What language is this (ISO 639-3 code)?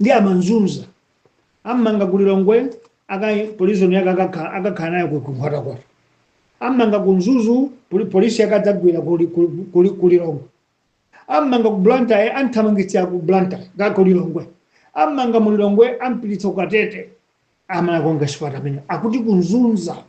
nya